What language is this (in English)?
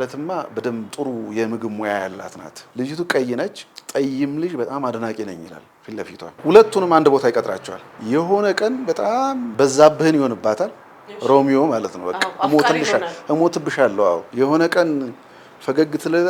Amharic